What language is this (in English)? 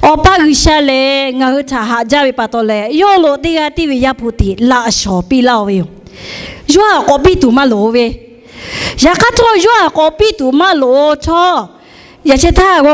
Lahu